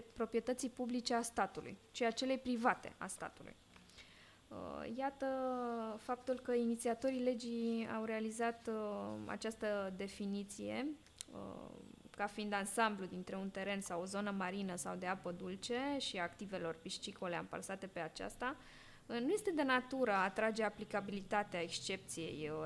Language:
Romanian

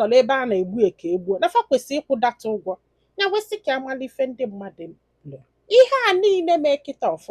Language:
Igbo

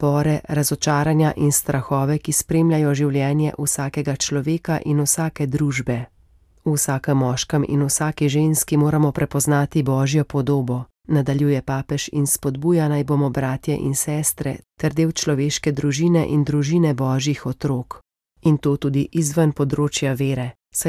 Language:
Slovenian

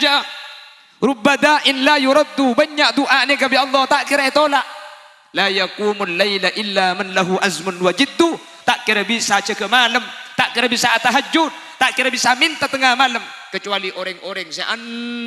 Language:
Madurese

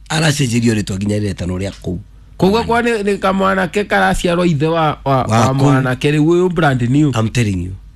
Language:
Kikuyu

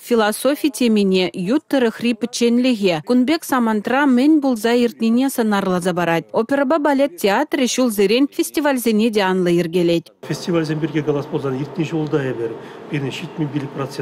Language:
Chuvash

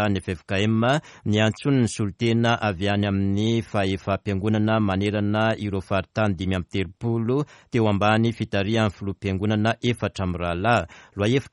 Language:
Malagasy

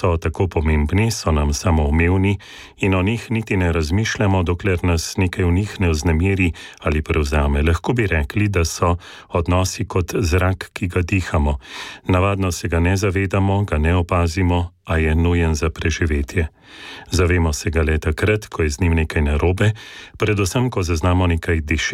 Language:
Slovenian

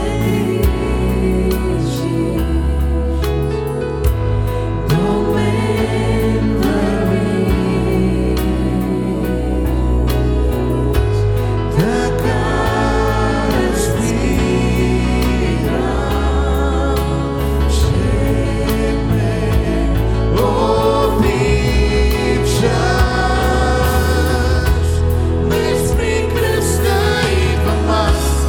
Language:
Bulgarian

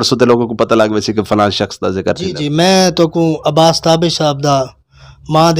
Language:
Saraiki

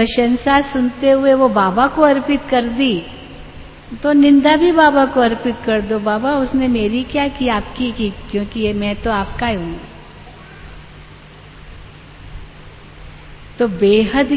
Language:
Hindi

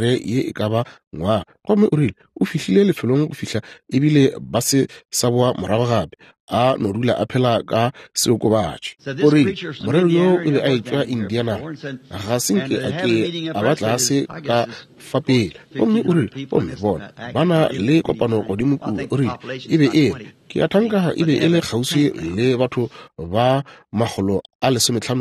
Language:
Northern Sotho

